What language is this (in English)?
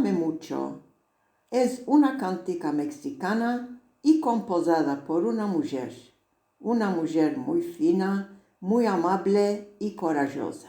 Ladino